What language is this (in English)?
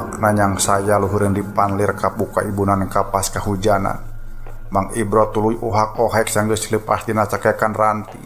Sundanese